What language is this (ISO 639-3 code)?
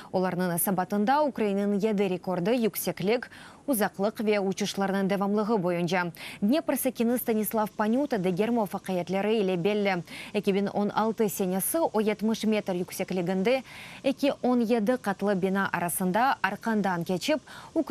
crh